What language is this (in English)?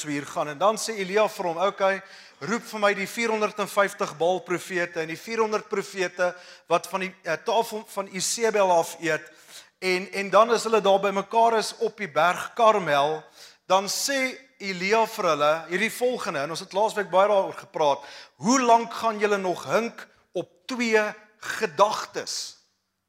Afrikaans